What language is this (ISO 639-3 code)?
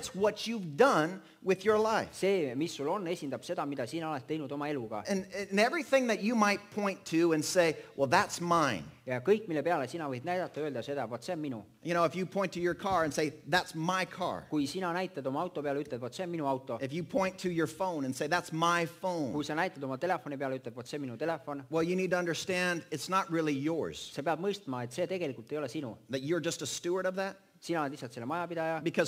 est